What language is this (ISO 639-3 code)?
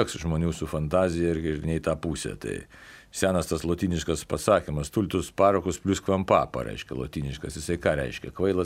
lit